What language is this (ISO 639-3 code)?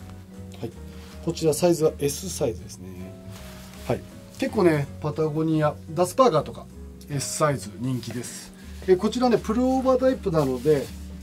jpn